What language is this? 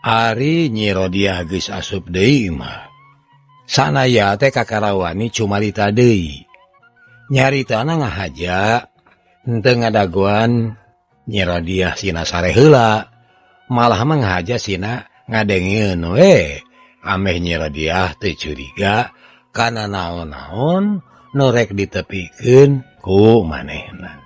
Sundanese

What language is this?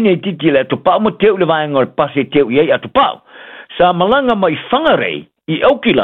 Samoan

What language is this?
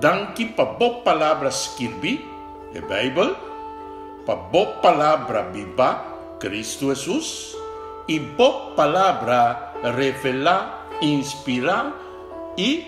Papiamento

